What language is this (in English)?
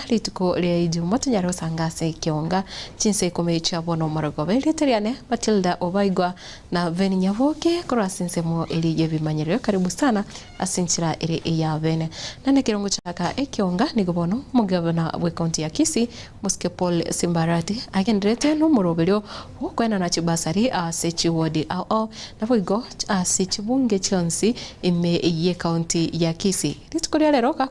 Gusii